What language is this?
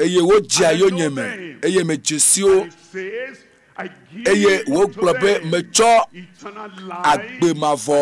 Ewe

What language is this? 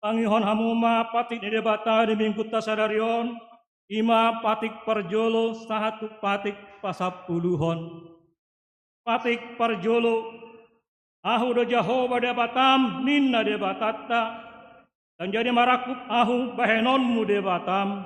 Batak Toba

